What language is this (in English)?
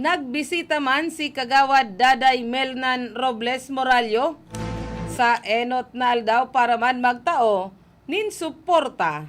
Bikol